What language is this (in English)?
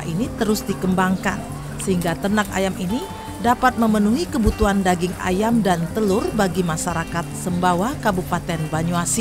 Indonesian